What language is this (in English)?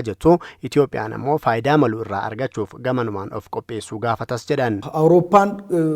Oromo